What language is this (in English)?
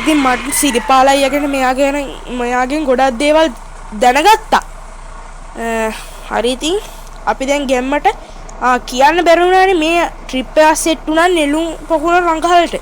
Sinhala